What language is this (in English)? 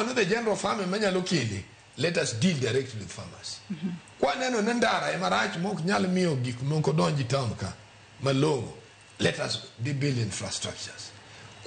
Luo (Kenya and Tanzania)